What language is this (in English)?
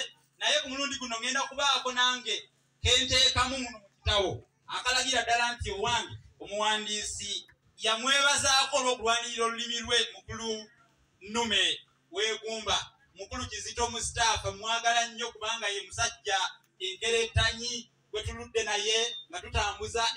Ganda